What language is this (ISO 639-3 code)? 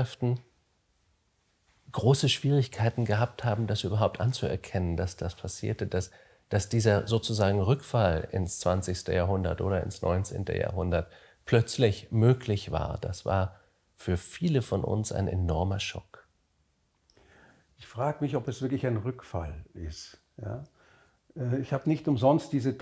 deu